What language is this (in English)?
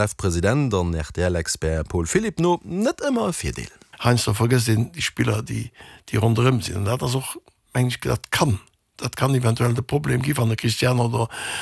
Luxembourgish